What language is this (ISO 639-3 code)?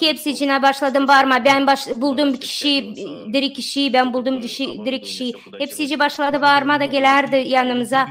gag